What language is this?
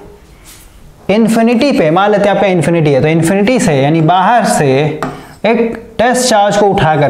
Hindi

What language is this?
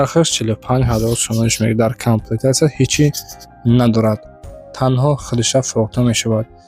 Tajik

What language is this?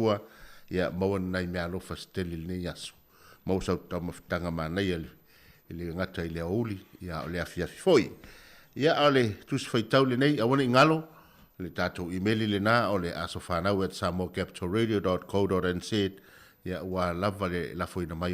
Samoan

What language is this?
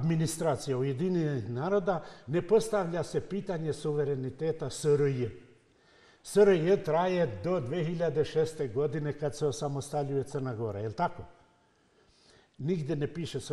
Serbian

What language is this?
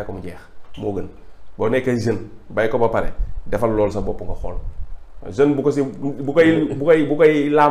Wolof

